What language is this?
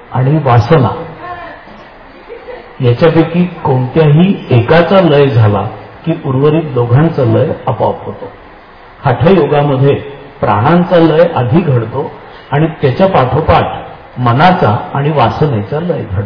Marathi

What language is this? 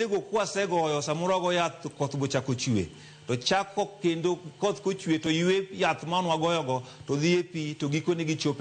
Luo (Kenya and Tanzania)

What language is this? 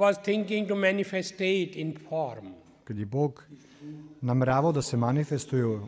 Serbian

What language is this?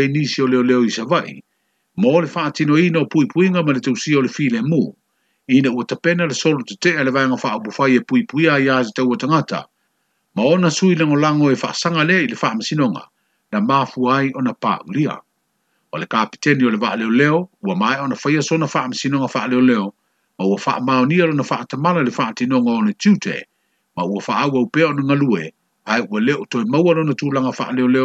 Samoan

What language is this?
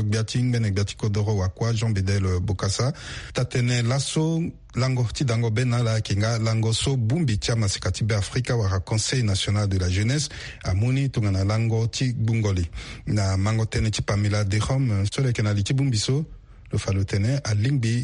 Sango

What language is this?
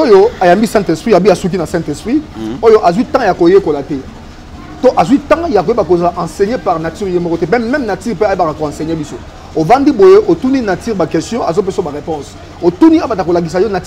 Lingala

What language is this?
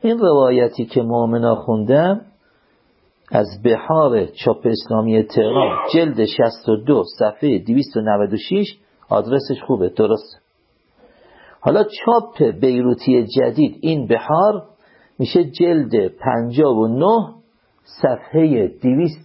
Persian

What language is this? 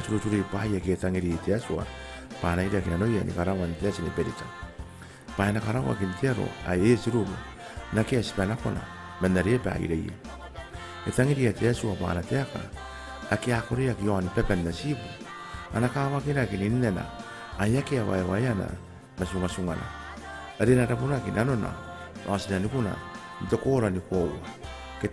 Gilbertese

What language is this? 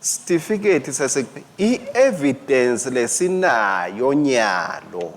Swati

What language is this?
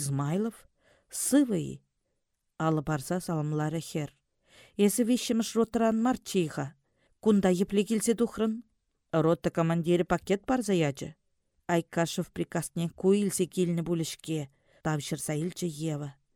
Chuvash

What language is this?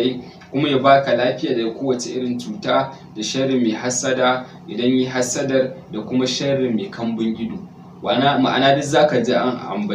Hausa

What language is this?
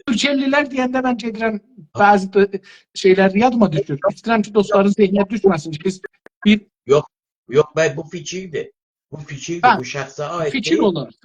South Azerbaijani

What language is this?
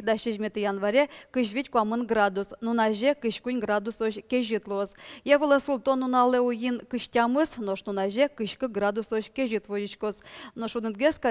Udmurt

